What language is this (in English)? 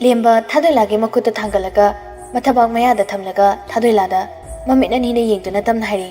Manipuri